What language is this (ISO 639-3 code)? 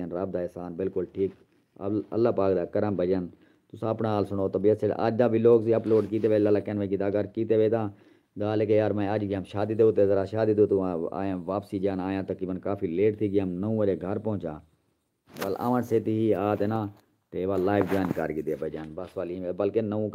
skr